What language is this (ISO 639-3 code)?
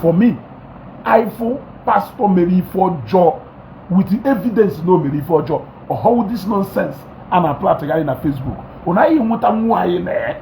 ibo